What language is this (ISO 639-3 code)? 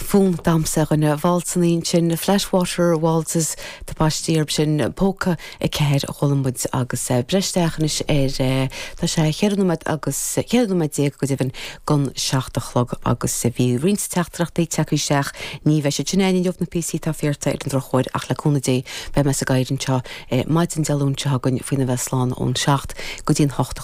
gle